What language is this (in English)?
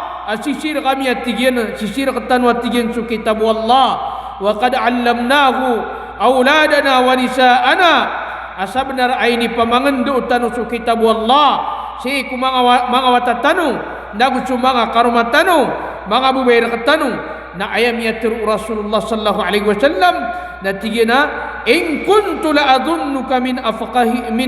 Maranao